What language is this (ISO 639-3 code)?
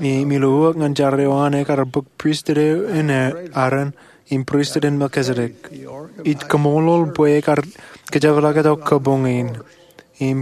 mah